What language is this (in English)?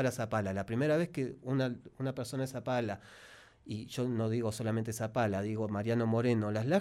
Spanish